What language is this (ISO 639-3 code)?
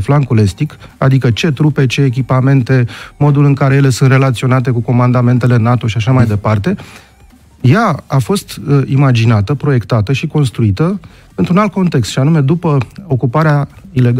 ron